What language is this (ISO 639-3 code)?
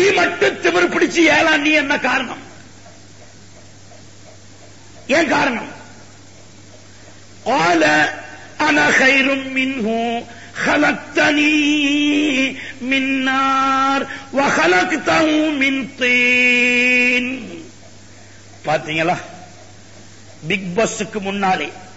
tam